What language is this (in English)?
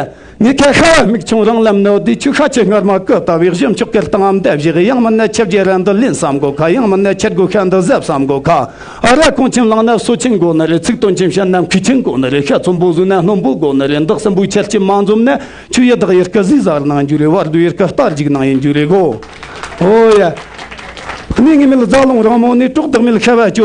Amdo Tibetan